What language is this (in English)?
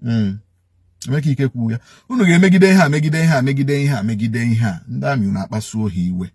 Igbo